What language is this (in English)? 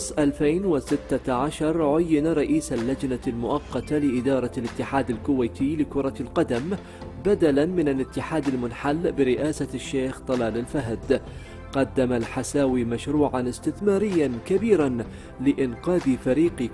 Gulf Arabic